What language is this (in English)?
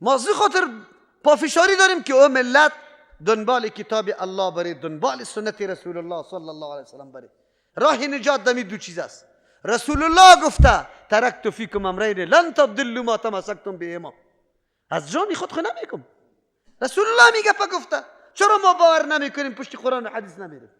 Persian